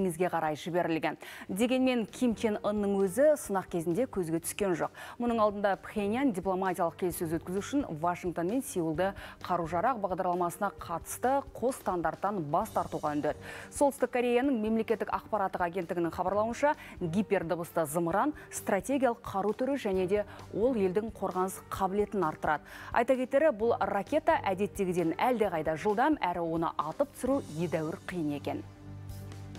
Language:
Kazakh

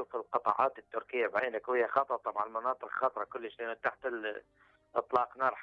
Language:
Mesopotamian Arabic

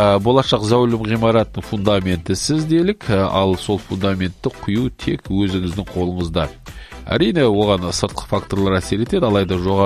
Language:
Kazakh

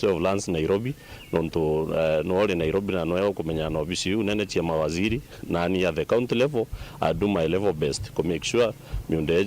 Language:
Meru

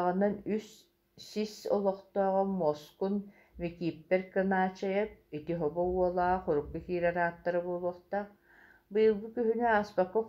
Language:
Yakut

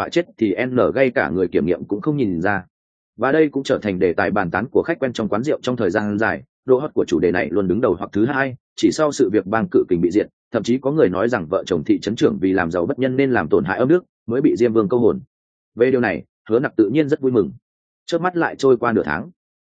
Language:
Vietnamese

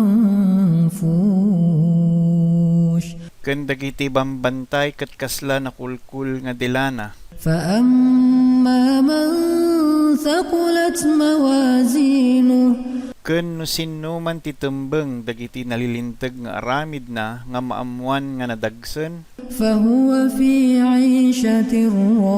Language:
Iloko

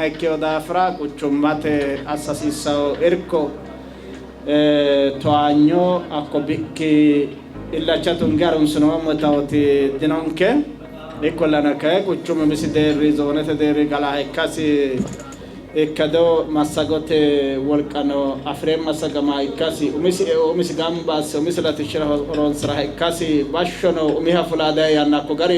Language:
Sidamo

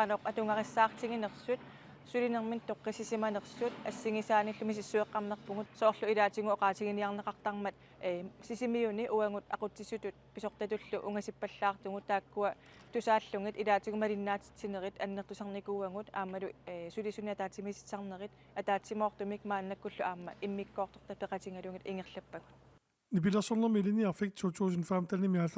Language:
Kalaallisut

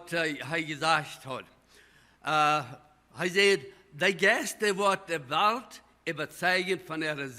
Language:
Plautdietsch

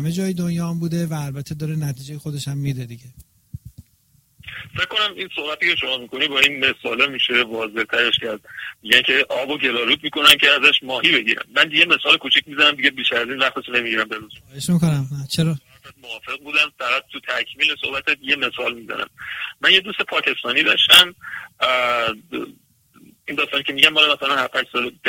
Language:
Persian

